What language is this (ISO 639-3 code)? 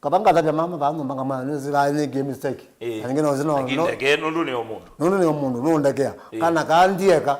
kam